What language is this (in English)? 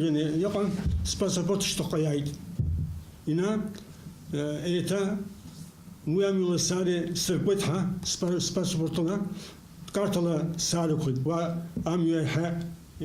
Abkhazian